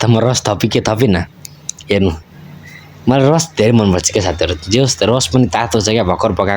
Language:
Nepali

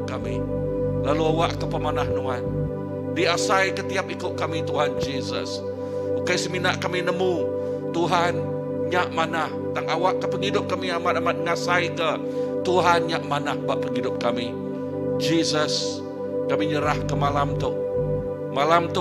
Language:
Iban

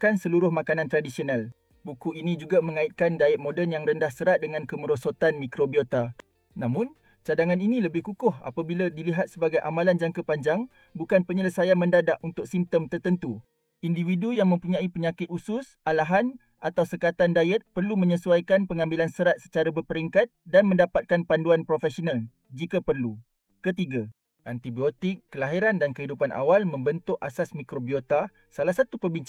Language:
Malay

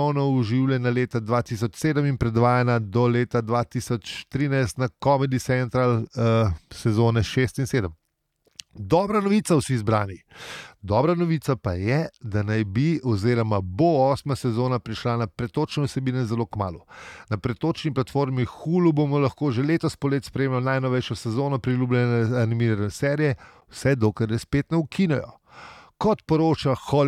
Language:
Slovenian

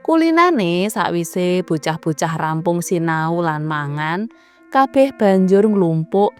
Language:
Javanese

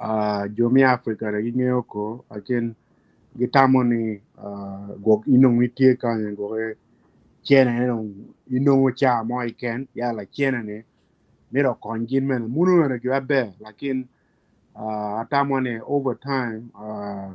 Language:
Acoli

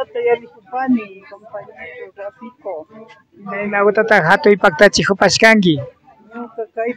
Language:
Imbabura Highland Quichua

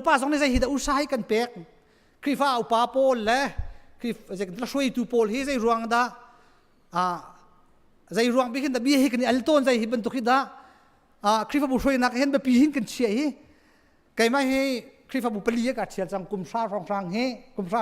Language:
Hakha Chin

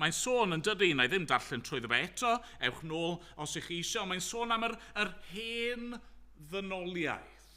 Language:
Welsh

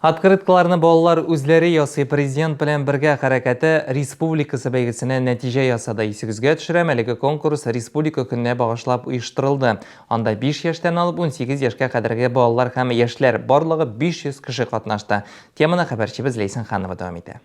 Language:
Tatar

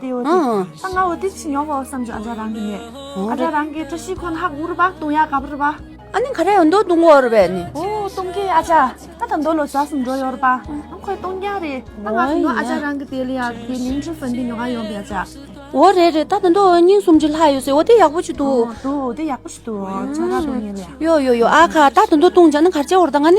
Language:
Tibetan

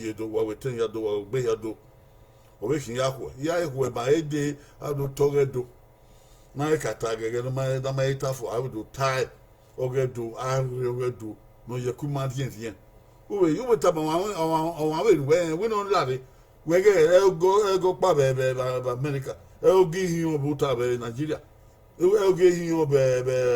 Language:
Bini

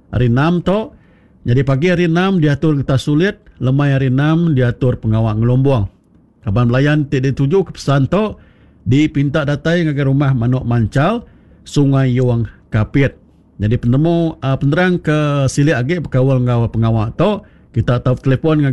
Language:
Iban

